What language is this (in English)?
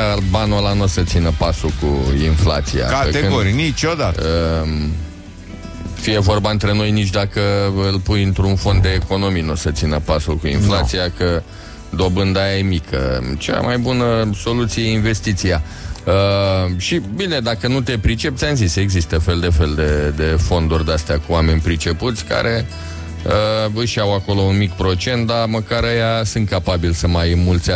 Romanian